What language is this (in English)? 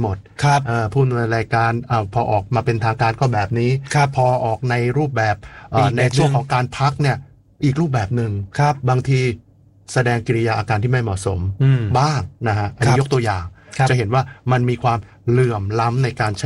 Thai